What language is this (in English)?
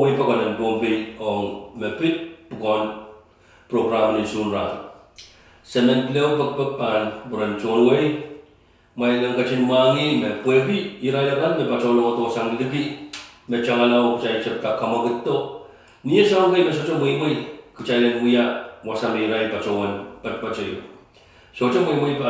Pohnpeian